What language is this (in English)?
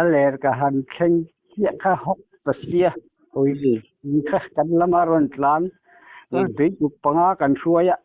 Mizo